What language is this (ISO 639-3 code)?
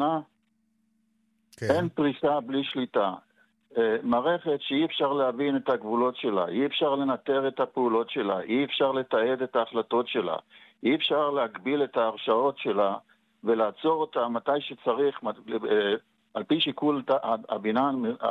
heb